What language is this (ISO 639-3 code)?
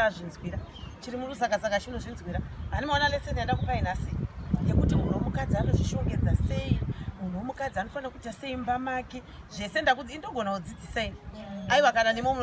sna